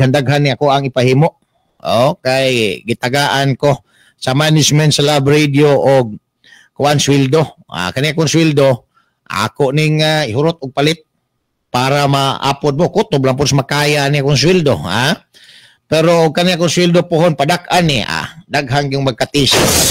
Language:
Cebuano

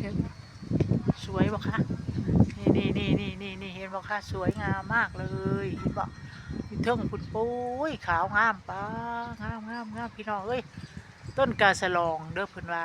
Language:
Northeastern Thai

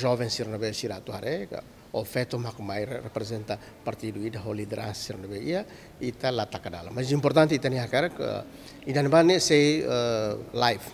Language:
Tetum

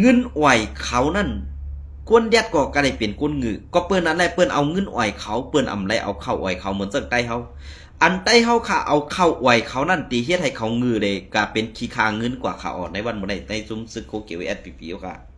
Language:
Shan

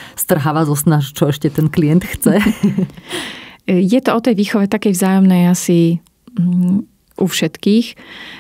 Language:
Slovak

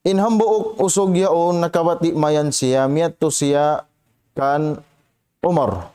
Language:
Tausug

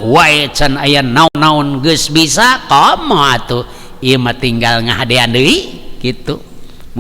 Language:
Sundanese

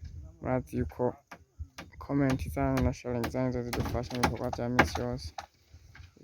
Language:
Rundi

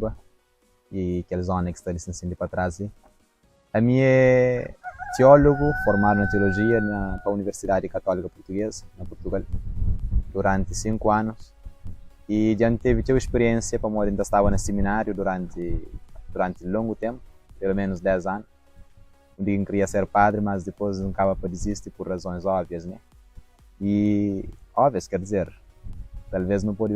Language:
Kabuverdianu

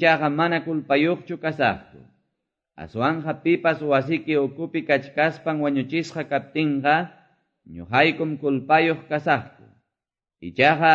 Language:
Quechua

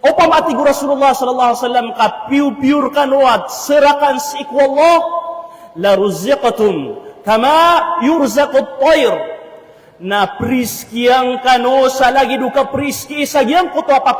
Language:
Maranao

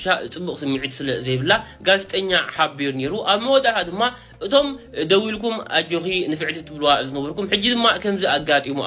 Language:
Tigrinya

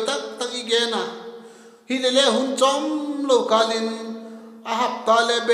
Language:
Vaiphei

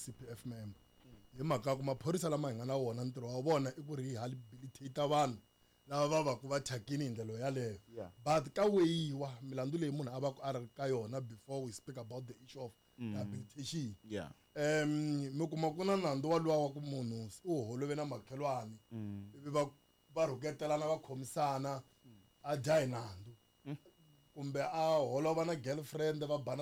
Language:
Tsonga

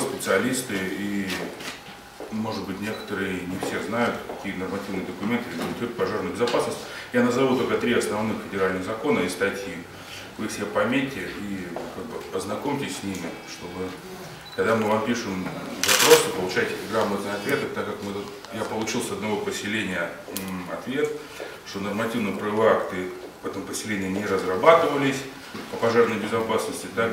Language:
Russian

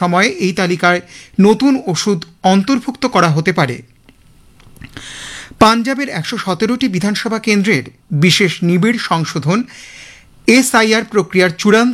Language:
Bangla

